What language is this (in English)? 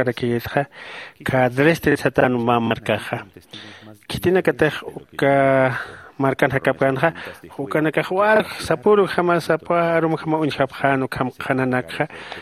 Aymara